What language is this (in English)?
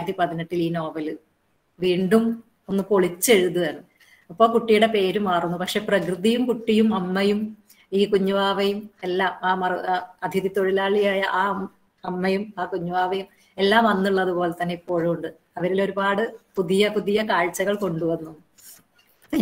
Malayalam